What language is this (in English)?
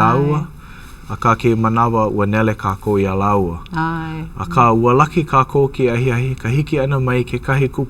Hawaiian